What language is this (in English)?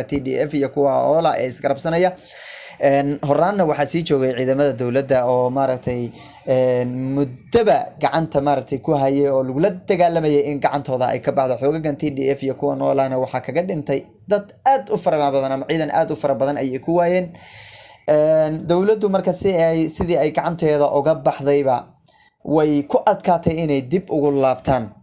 Somali